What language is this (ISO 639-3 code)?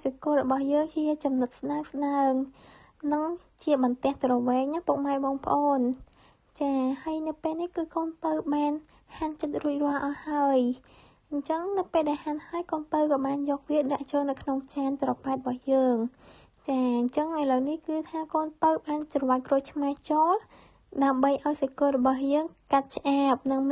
khm